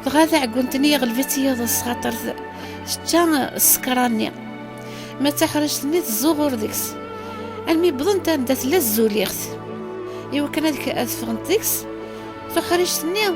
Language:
Kabyle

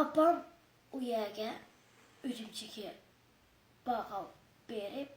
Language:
Uyghur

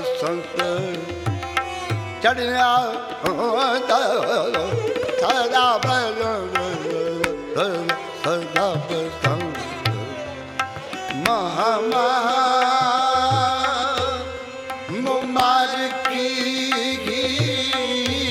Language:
Punjabi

